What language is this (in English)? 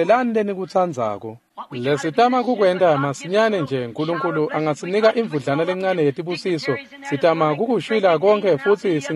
Swati